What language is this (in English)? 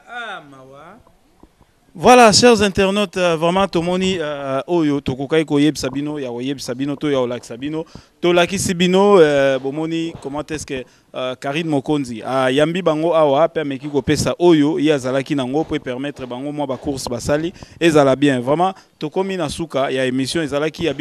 Lingala